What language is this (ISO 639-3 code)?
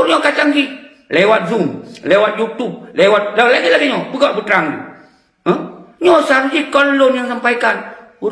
ace